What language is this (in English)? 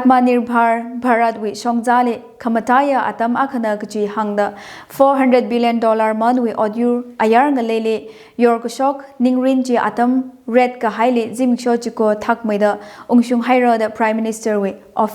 Tangkhul Naga (India)